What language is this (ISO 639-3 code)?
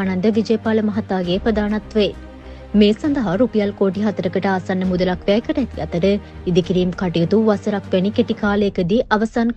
sin